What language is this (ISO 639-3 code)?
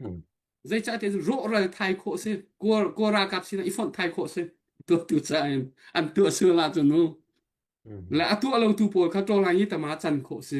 cnh